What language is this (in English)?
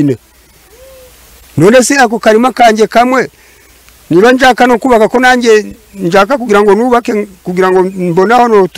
Kinyarwanda